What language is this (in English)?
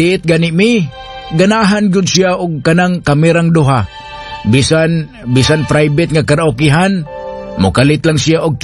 Cebuano